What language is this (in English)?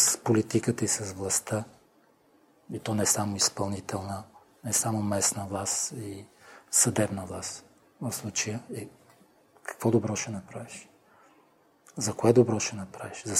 Bulgarian